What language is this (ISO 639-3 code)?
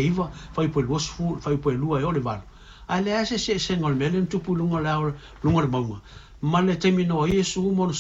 smo